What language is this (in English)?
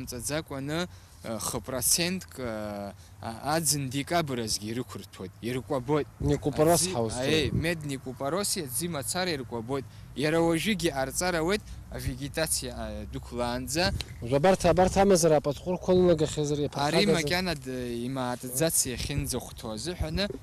Abkhazian